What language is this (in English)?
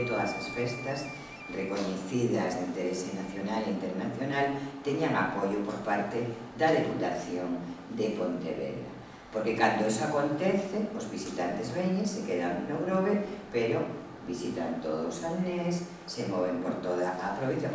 Galician